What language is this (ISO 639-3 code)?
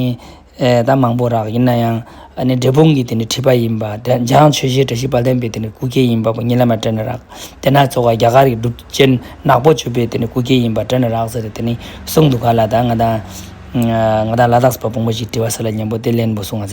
lbj